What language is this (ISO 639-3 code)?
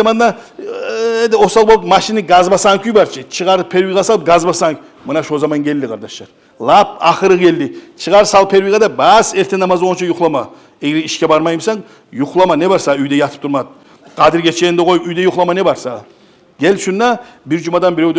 kum